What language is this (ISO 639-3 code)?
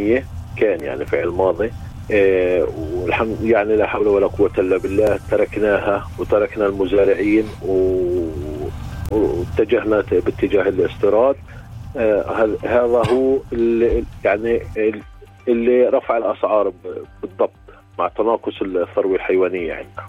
ara